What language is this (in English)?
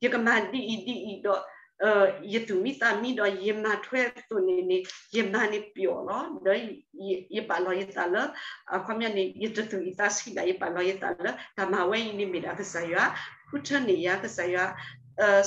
S'gaw Karen